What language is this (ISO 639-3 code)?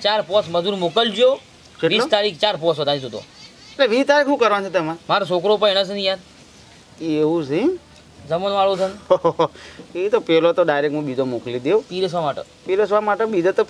guj